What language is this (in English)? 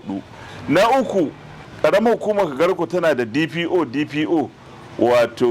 Hausa